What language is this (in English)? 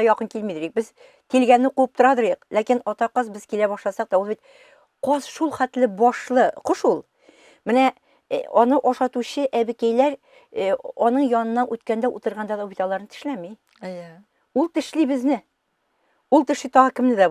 Tatar